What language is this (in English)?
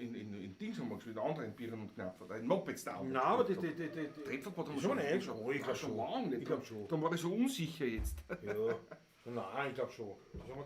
Bavarian